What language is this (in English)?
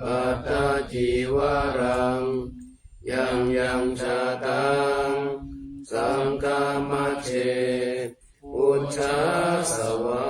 Pali